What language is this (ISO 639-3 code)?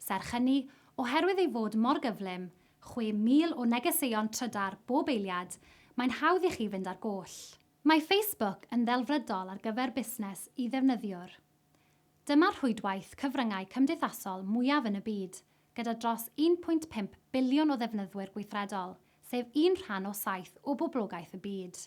cym